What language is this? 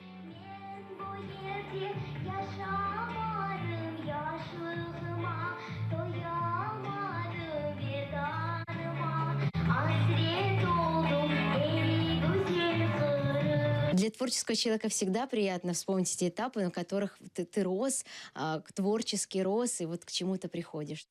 Crimean Tatar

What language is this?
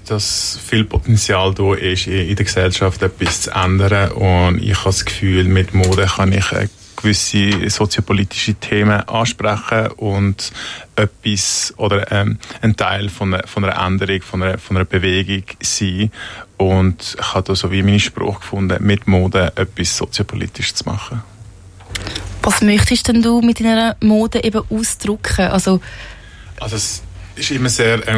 Swiss German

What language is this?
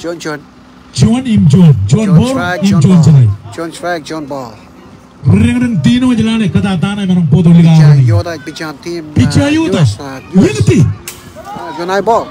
Marshallese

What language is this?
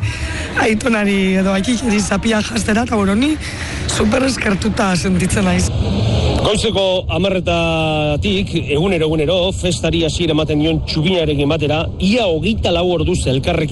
Basque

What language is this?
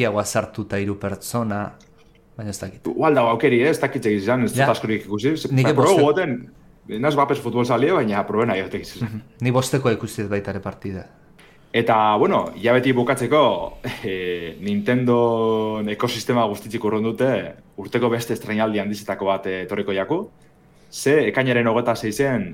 Basque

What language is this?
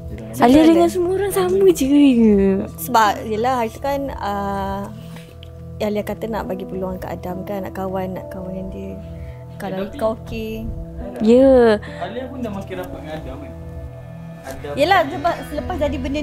Malay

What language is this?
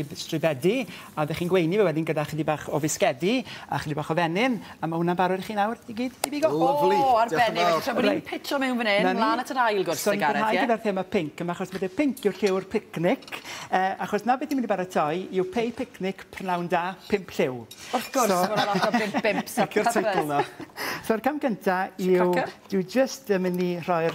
Welsh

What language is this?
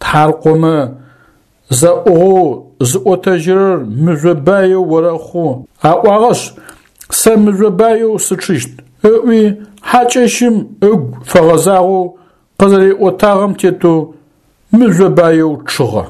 Adyghe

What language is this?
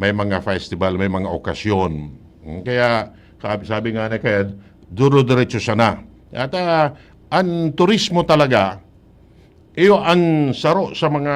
Bikol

